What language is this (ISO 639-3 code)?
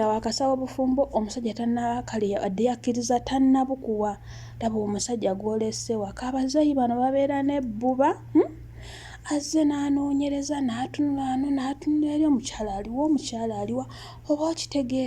lug